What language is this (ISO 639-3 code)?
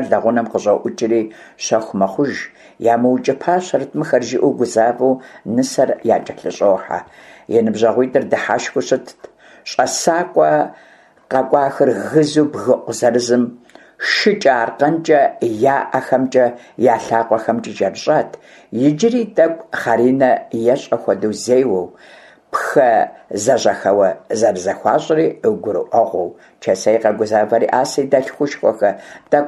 kbd